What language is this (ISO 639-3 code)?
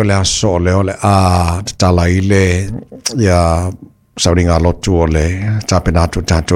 smo